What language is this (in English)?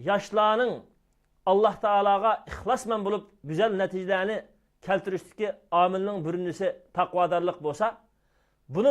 Uyghur